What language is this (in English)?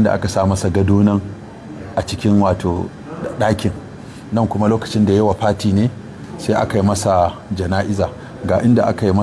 Hausa